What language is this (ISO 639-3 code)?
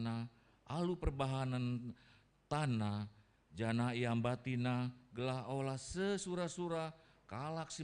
btx